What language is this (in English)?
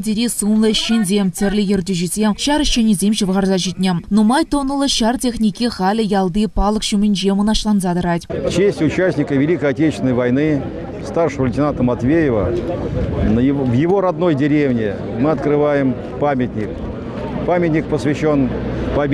Chuvash